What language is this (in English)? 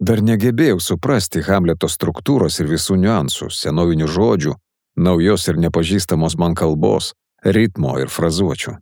Lithuanian